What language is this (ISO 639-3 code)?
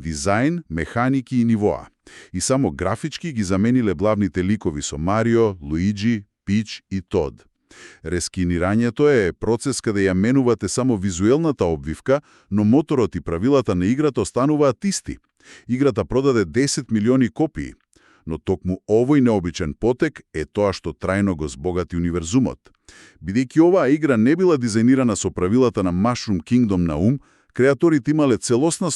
mkd